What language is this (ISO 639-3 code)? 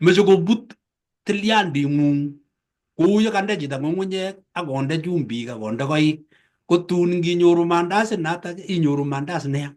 kln